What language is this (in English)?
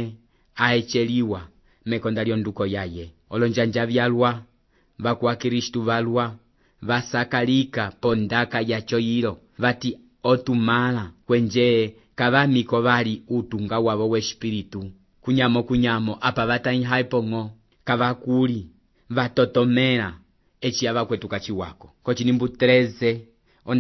Umbundu